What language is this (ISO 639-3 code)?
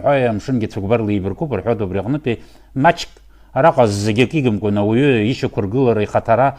abk